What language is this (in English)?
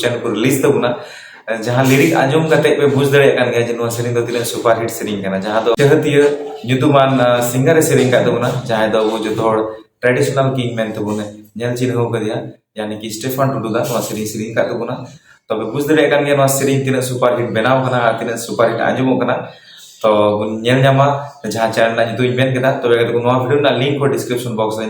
Santali